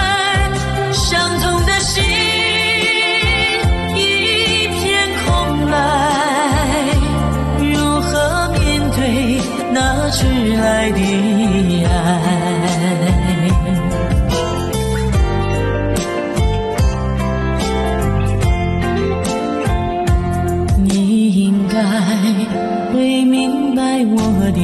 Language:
Chinese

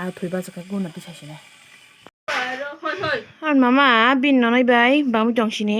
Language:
Kok Borok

